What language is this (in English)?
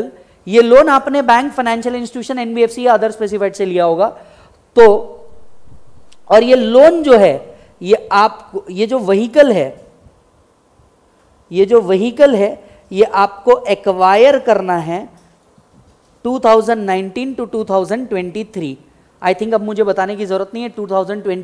Hindi